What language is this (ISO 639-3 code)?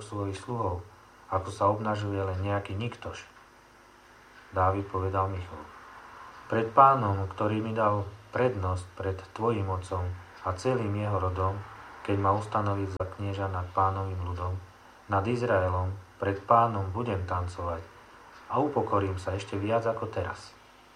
slk